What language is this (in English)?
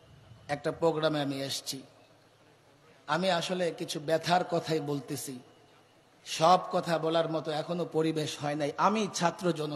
Bangla